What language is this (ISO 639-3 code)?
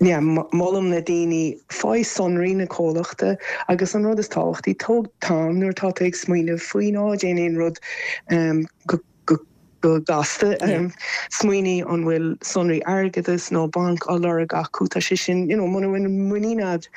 gle